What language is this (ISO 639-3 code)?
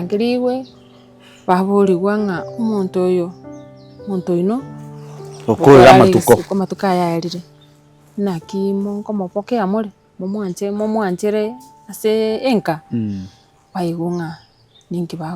guz